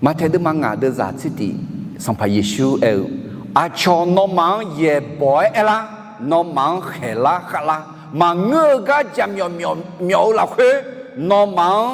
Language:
Akha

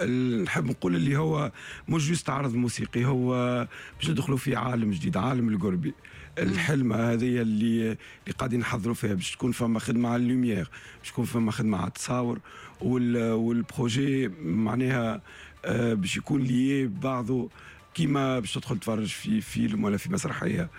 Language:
Tunisian Arabic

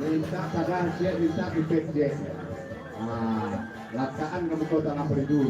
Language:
Minangkabau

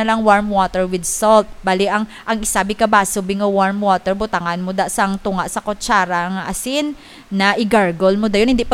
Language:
Hiligaynon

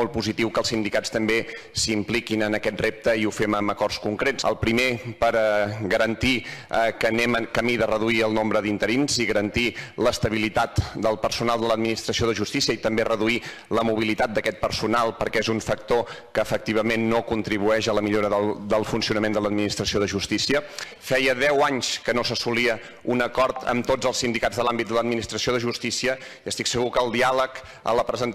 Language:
Catalan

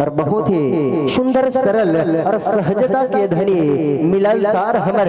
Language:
Chhattisgarhi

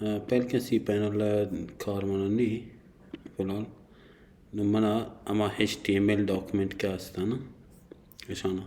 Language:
Baluchi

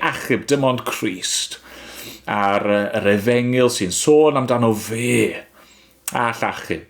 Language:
Welsh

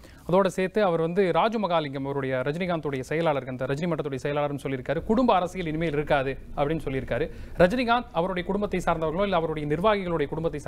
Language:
Tamil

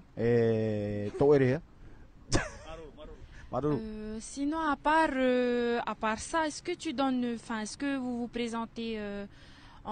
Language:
Tahitian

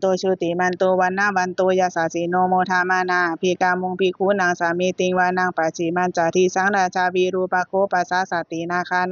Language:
Pali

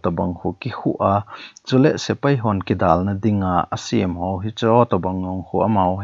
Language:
Thado Chin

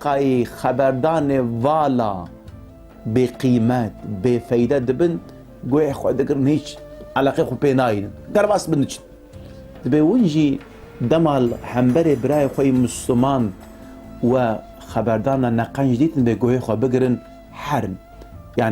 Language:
Kurdish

